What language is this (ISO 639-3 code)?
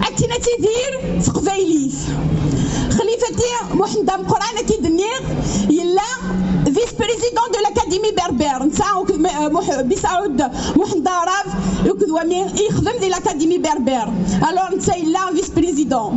kab